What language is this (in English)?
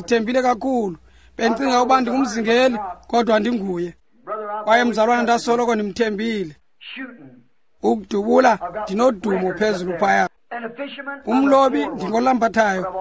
Xhosa